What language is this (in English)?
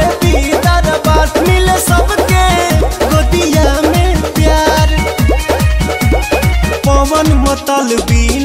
Bhojpuri